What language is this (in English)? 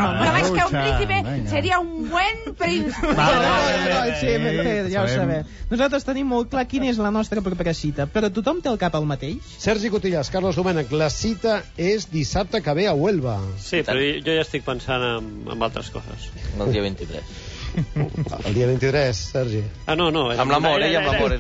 Catalan